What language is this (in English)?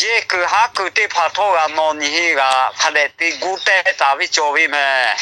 Lahu